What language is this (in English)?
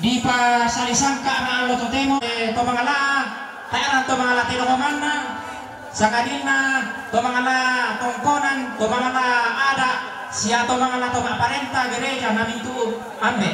Toraja-Sa'dan